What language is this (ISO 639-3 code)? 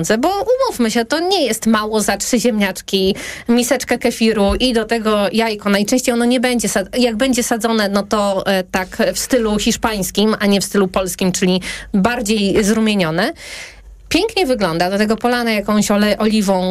pol